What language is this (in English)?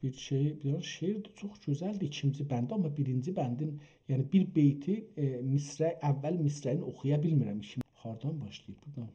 South Azerbaijani